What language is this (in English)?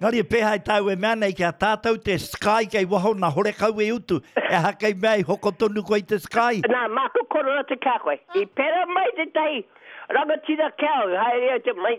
Māori